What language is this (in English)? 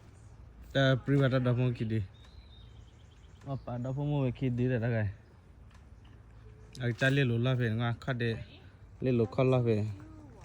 S'gaw Karen